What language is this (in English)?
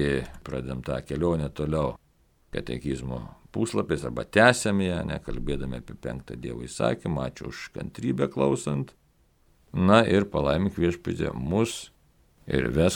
Lithuanian